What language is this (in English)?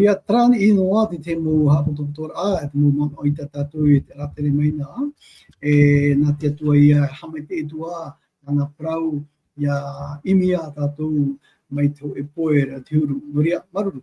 Tahitian